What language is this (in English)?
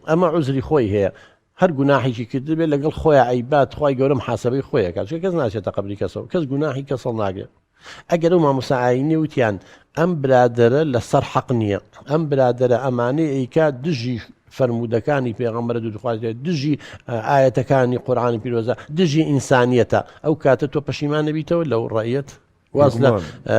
Central Kurdish